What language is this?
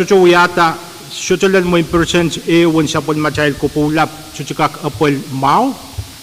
Pohnpeian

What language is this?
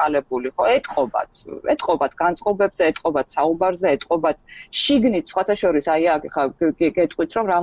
Georgian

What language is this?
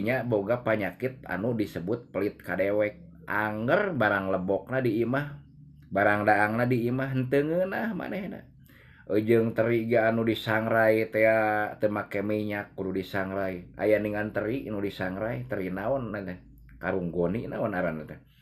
Sundanese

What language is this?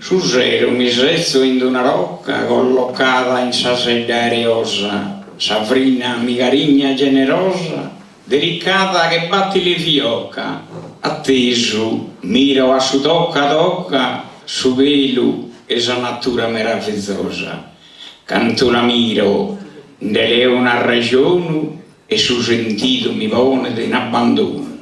Sardinian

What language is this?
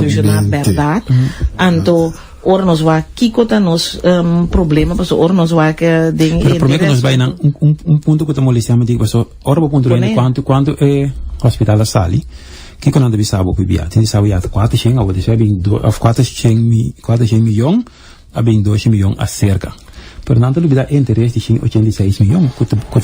Papiamento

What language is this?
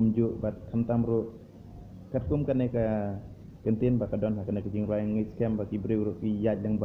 Khasi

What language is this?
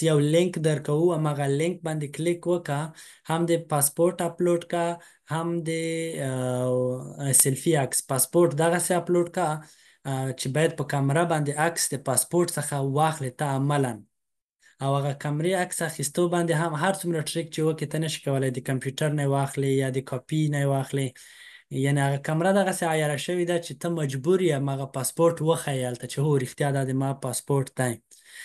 Pashto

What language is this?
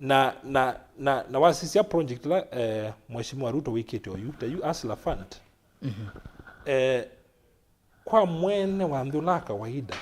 Kamba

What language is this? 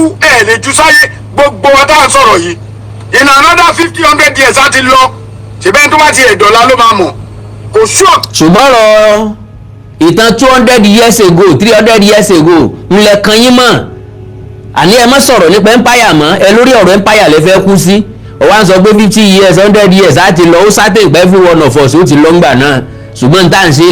Yoruba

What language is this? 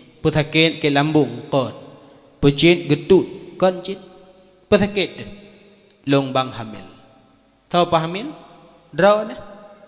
Achinese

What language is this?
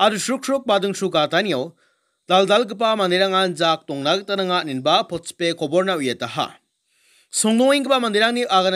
Garo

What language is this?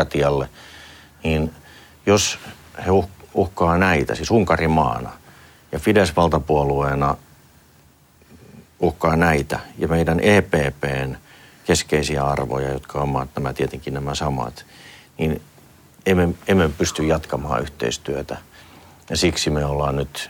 Finnish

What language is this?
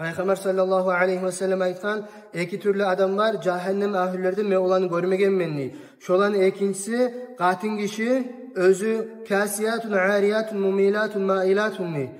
Kumyk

